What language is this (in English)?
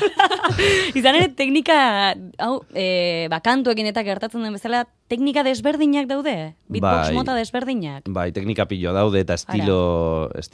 Basque